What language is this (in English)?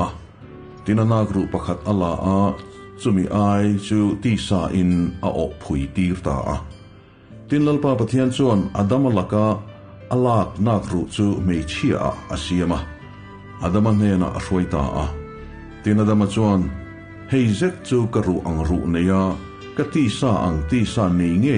Mizo